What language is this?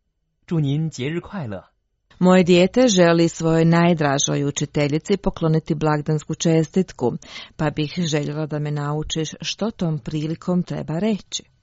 Croatian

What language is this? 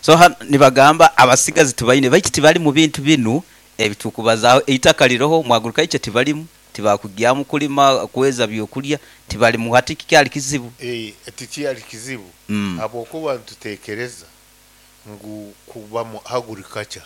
Nyankole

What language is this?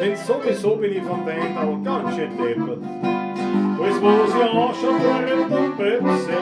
Bavarian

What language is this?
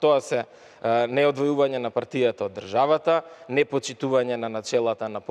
Macedonian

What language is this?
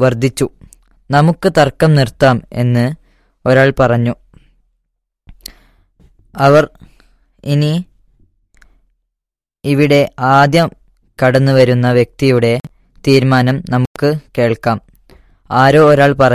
Malayalam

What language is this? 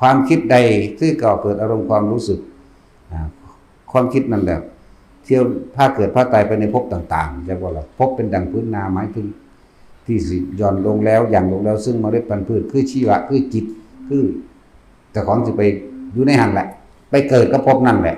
Northeastern Thai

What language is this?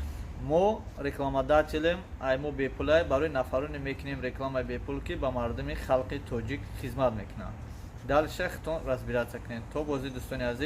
Tajik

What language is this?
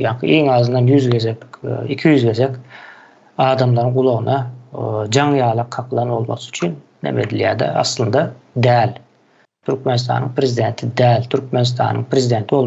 Turkmen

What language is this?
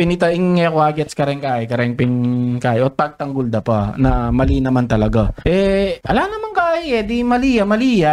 Pampanga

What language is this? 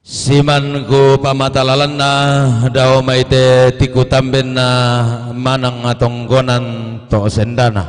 Toraja-Sa'dan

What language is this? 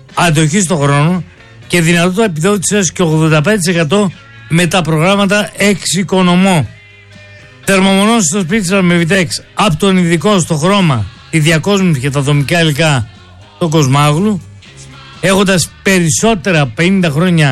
Greek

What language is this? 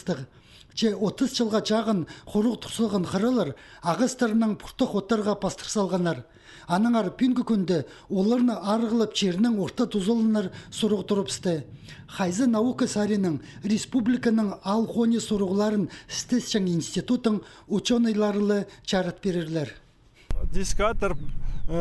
Khakas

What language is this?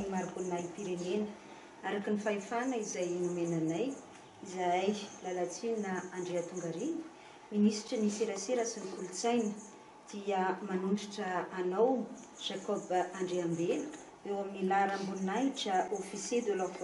Malagasy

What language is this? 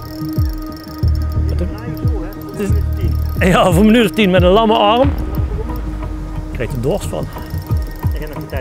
Dutch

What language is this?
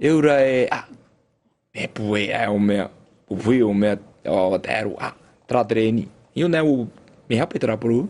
Tahitian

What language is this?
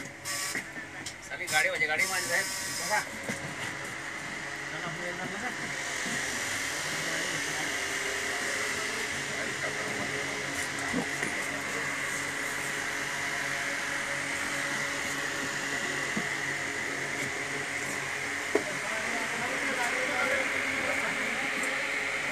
Marathi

